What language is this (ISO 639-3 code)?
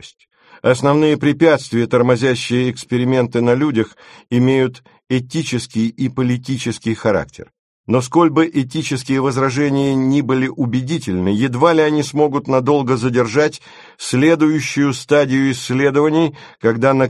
rus